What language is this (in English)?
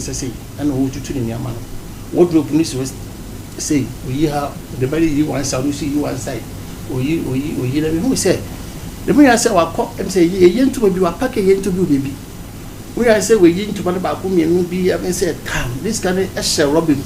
Akan